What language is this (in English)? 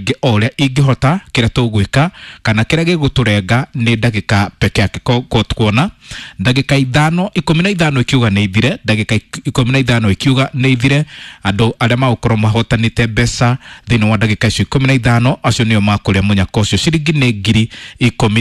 Kikuyu